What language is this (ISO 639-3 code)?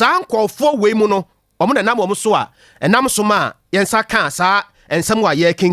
aka